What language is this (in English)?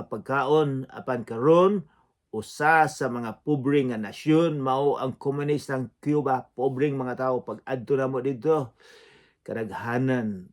Cebuano